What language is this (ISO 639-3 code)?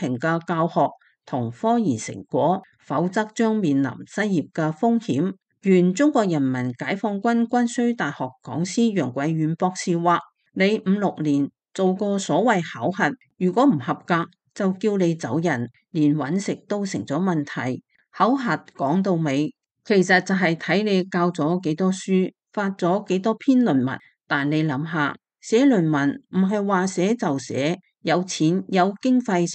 yue